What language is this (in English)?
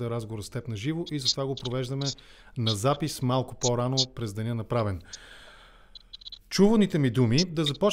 Bulgarian